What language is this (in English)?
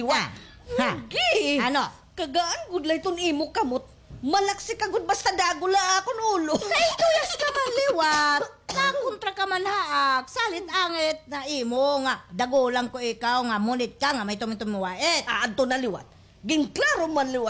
Waray